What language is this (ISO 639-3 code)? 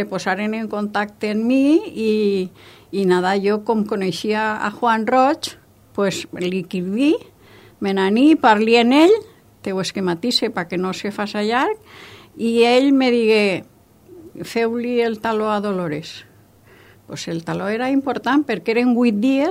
cat